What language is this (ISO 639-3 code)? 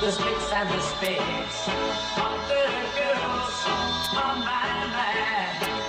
bik